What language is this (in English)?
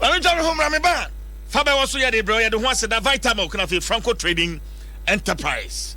Akan